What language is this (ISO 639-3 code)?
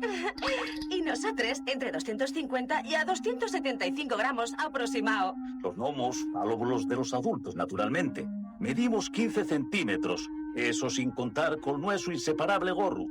ast